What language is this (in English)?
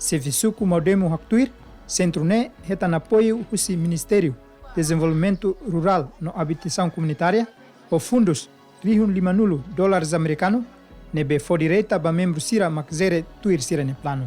Tetum